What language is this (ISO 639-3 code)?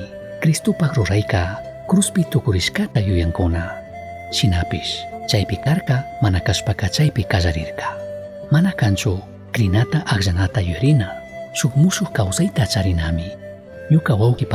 qug